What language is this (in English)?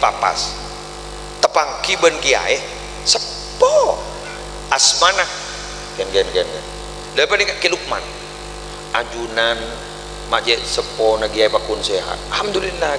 Madurese